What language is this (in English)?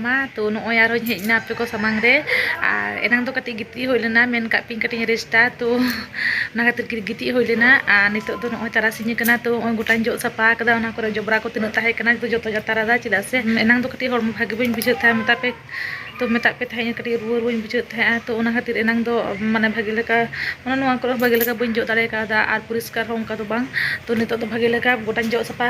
Santali